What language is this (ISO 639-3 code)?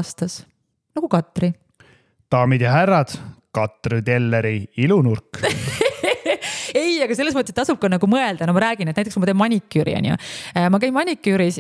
est